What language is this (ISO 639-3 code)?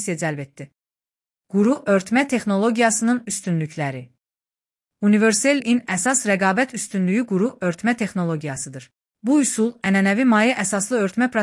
aze